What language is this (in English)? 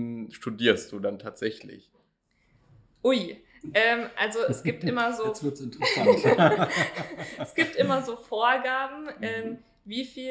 German